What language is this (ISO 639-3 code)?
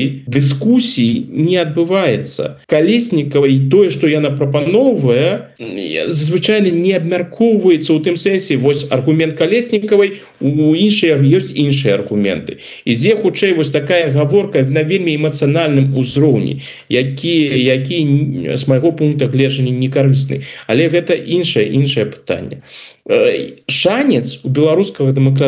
bel